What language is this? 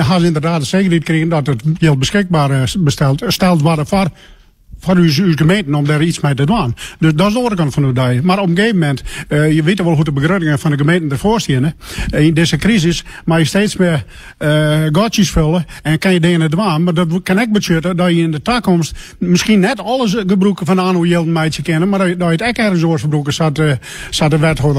Western Frisian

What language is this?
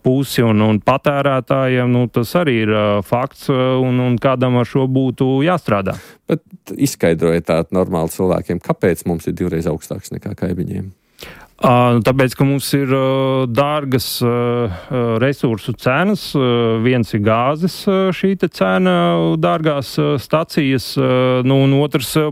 Latvian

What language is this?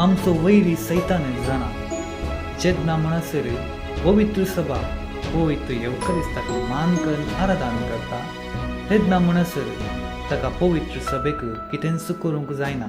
Konkani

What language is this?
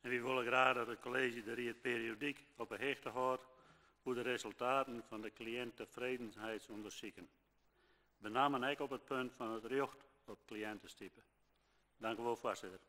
Western Frisian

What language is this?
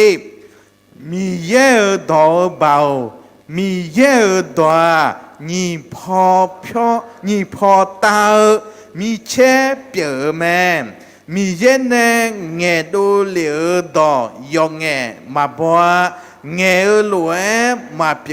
Akha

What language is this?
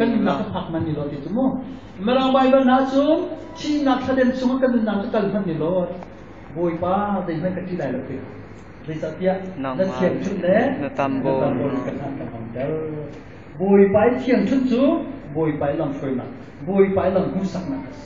Hakha Chin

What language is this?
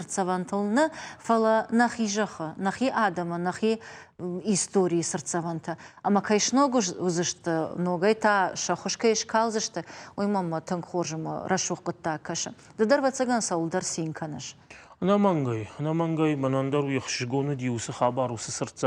Ossetic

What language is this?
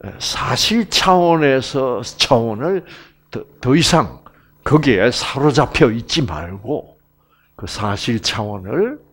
Korean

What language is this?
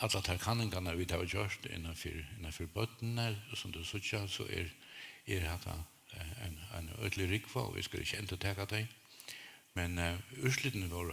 Faroese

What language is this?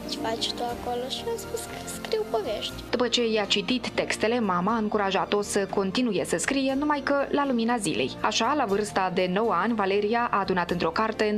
Romanian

